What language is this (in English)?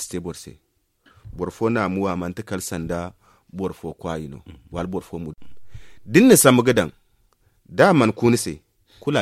Zarma